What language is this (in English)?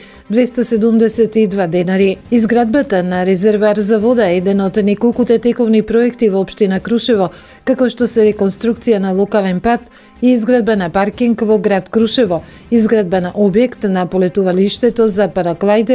Macedonian